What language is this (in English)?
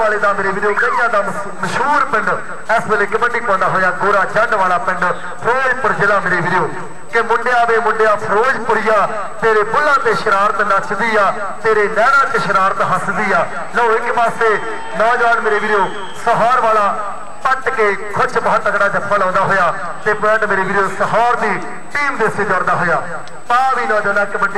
Punjabi